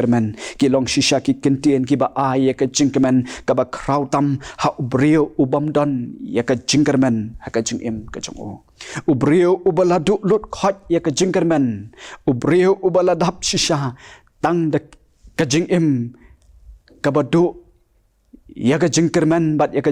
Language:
Khasi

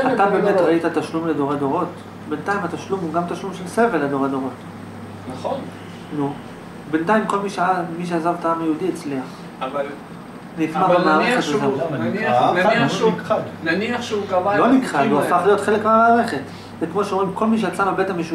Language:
Hebrew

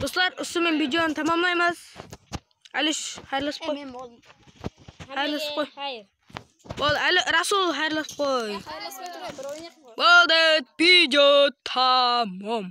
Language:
Kara-Kalpak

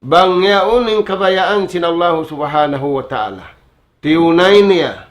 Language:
Tausug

